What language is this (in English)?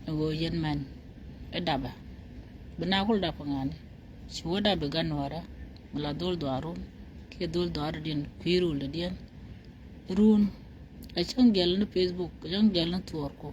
Nuer